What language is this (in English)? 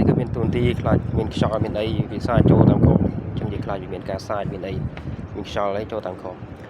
Khmer